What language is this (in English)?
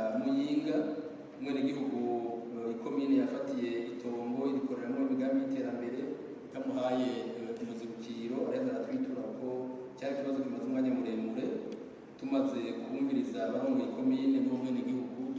Rundi